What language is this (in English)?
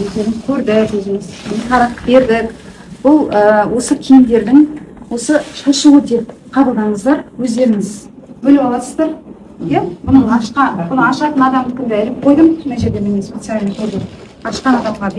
Kazakh